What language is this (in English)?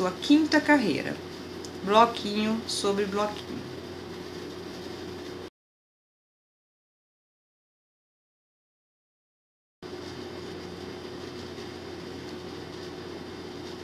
Portuguese